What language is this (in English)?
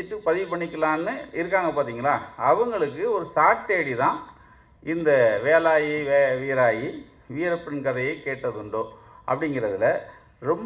Tamil